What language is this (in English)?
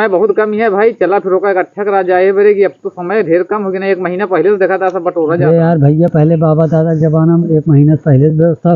Awadhi